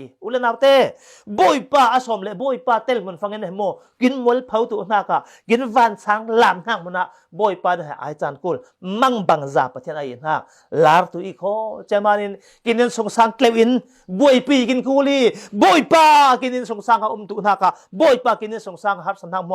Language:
Falam Chin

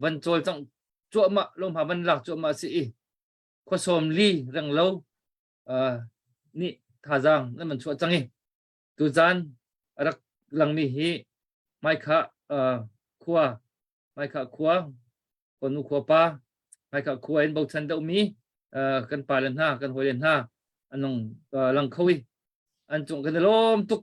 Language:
Hakha Chin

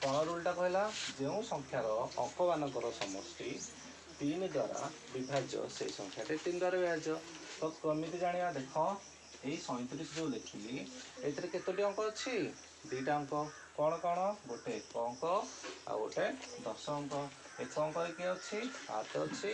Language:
Odia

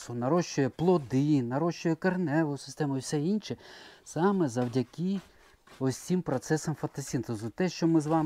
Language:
Ukrainian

